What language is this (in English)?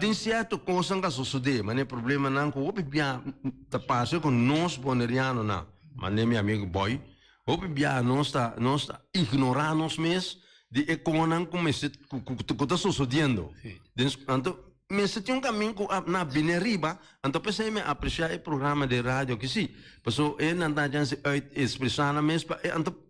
Papiamento